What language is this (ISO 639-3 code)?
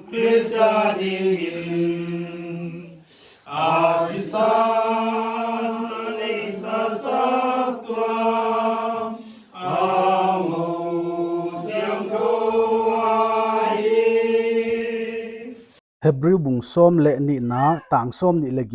pck